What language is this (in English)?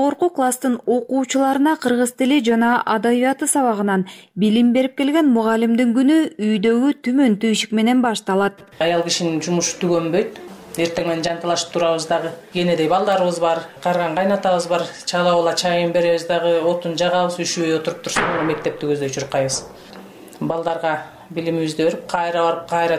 Kyrgyz